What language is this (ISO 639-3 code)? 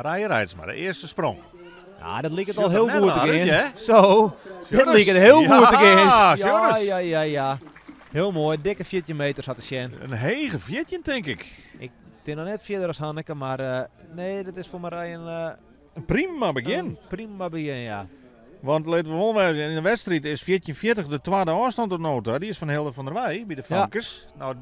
fry